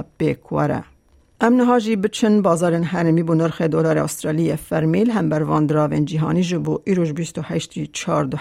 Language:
Kurdish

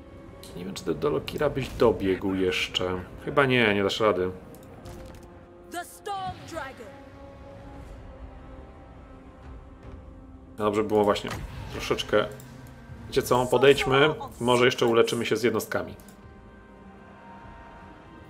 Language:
Polish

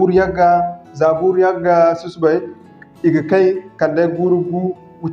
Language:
Zarma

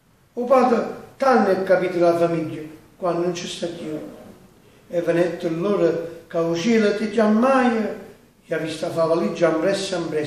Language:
Neapolitan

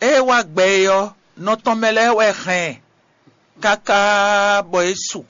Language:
Fon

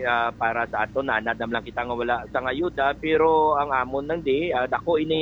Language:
Hiligaynon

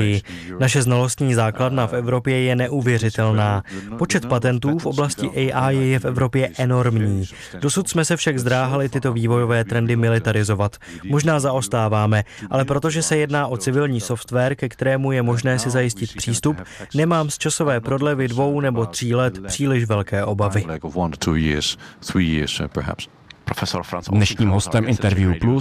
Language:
Czech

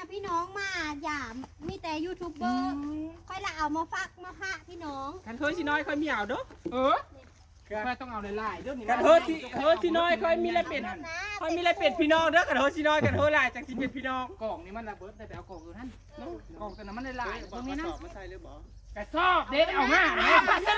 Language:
Northeastern Thai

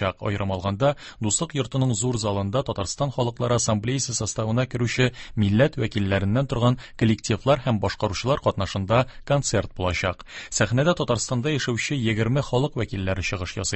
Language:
Tatar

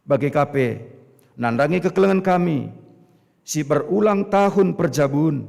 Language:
Batak Karo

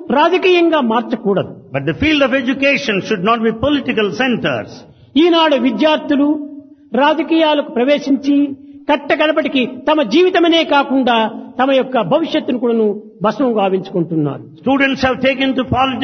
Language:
Telugu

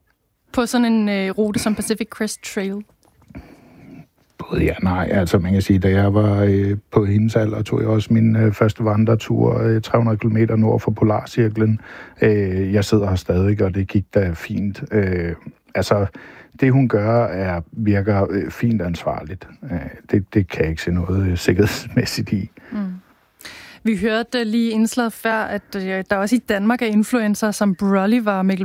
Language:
Danish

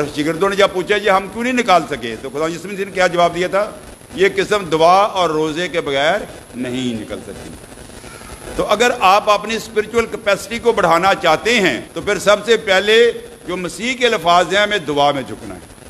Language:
Urdu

